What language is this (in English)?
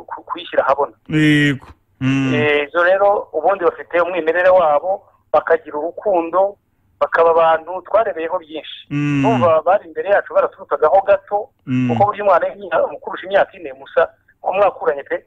Kinyarwanda